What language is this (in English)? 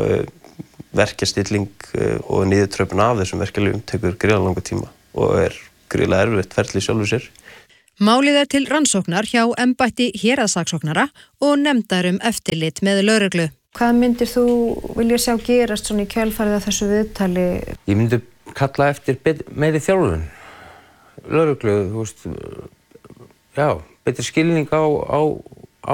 Icelandic